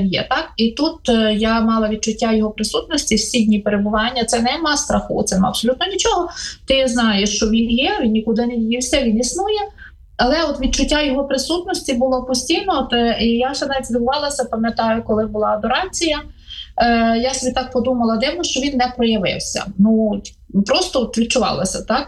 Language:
Ukrainian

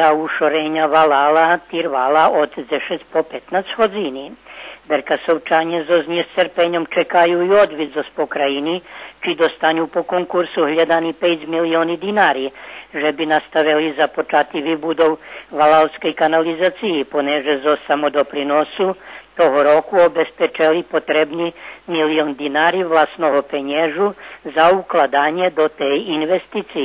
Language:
Rusyn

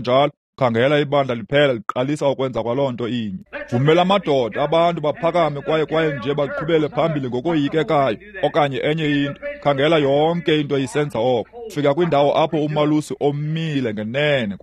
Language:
Xhosa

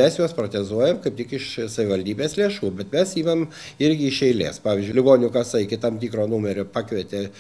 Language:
Lithuanian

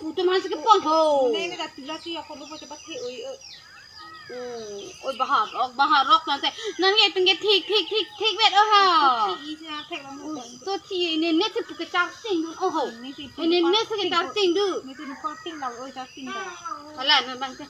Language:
Karbi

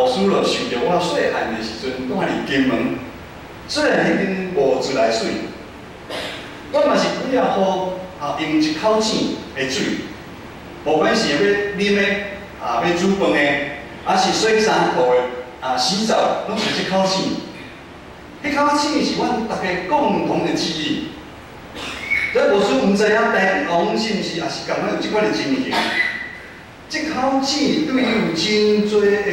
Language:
Min Nan Chinese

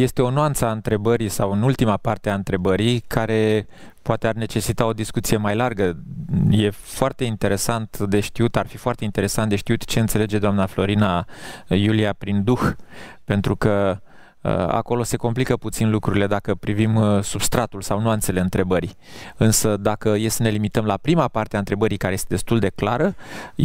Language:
Romanian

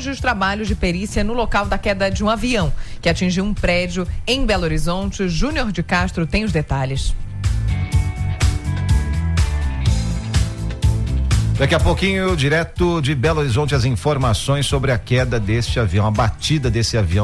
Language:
Portuguese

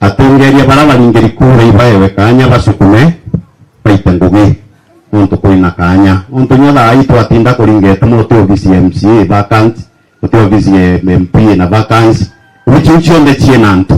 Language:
Meru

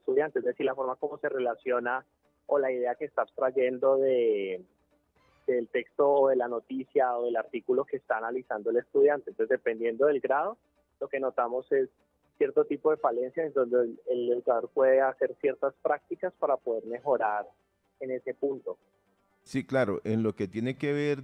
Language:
Spanish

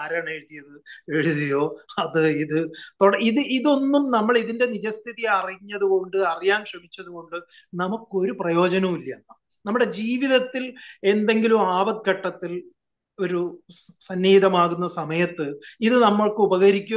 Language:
Malayalam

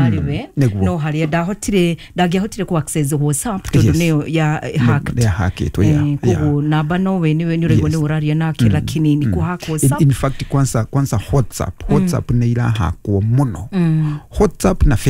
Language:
Kikuyu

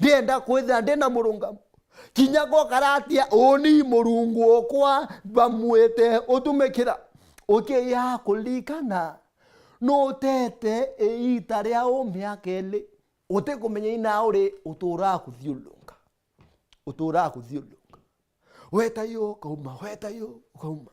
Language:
Meru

